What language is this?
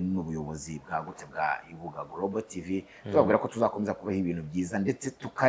Kinyarwanda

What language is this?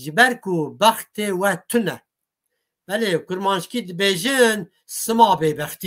Kurdish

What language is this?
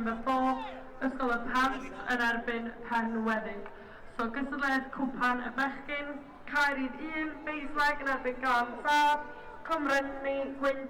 Welsh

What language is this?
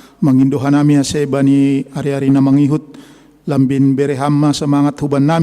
Batak Simalungun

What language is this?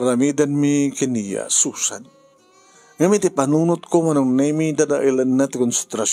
Iloko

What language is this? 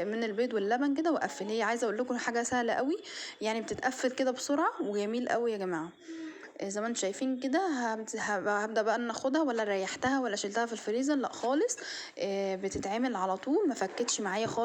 Egyptian Arabic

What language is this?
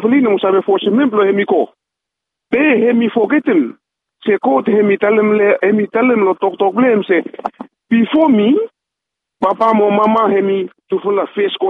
Bislama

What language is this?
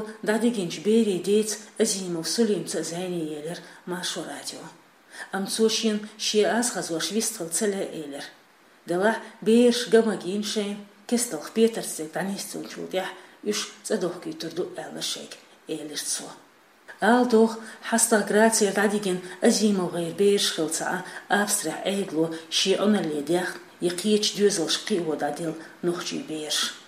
Chechen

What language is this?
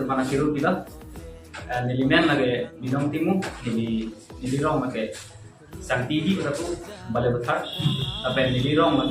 Karbi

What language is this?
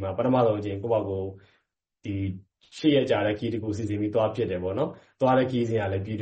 Burmese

